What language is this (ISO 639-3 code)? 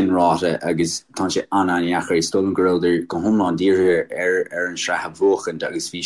gle